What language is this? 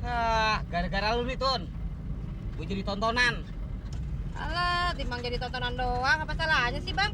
Betawi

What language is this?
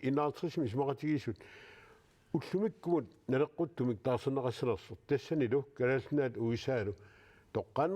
Kalaallisut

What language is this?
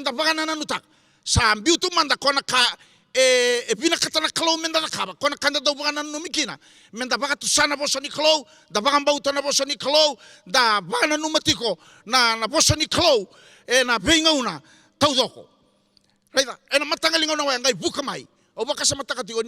Fijian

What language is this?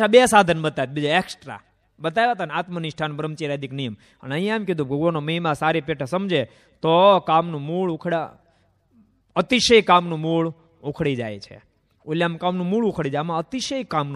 Gujarati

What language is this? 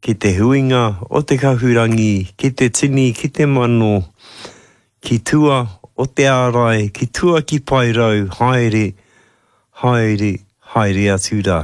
Māori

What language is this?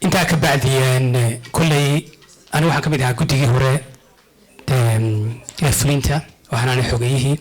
Somali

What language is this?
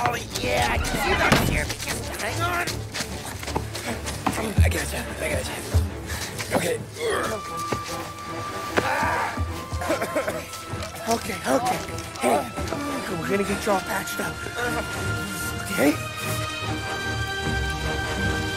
English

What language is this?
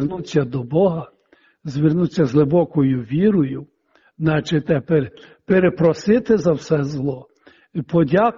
Ukrainian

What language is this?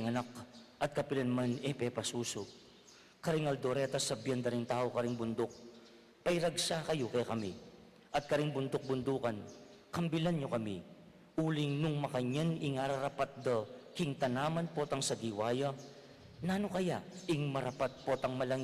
Pampanga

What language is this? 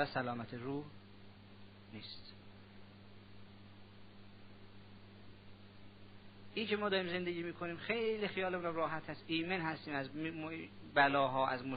Persian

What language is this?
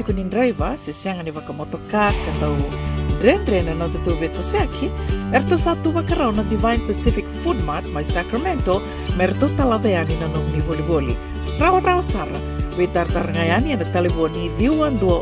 Fijian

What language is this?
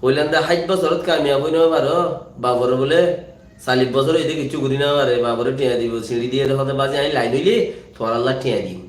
Rohingya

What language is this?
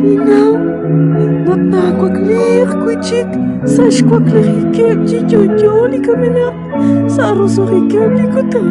Kekchí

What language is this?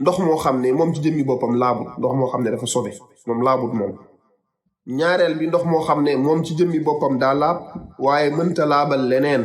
Wolof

